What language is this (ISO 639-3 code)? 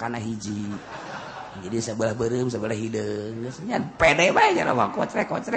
sun